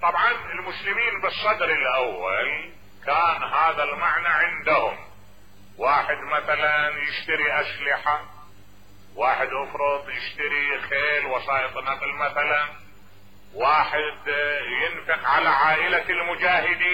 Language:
Mesopotamian Arabic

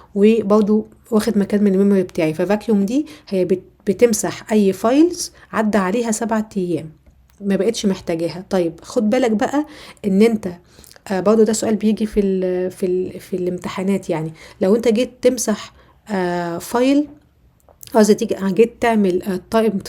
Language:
Egyptian Arabic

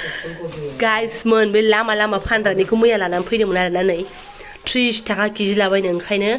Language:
Bodo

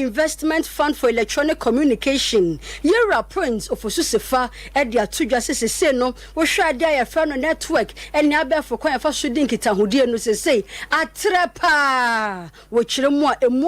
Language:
Akan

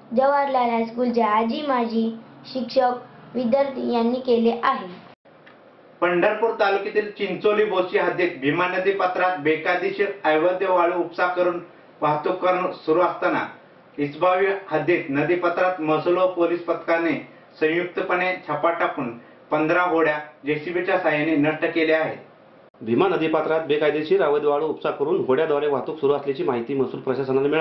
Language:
Marathi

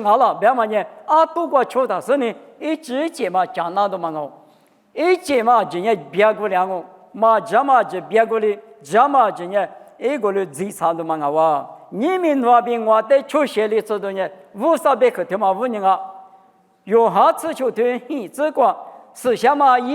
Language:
Lisu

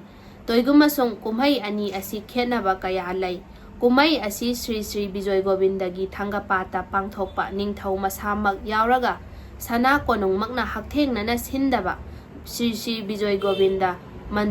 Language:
Manipuri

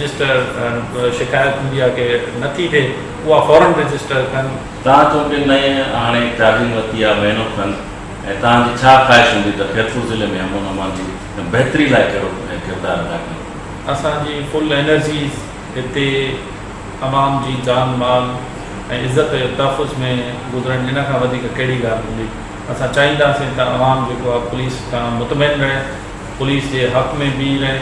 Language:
Sindhi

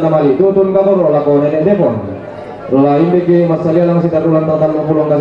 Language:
Toraja-Sa'dan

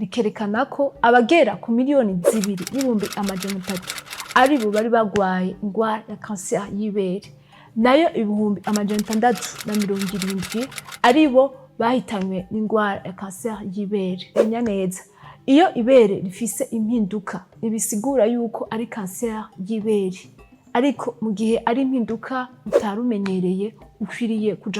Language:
Rundi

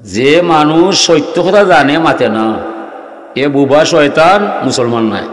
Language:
Sylheti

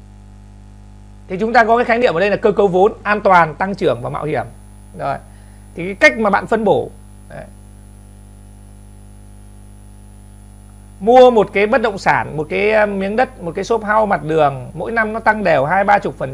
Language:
Vietnamese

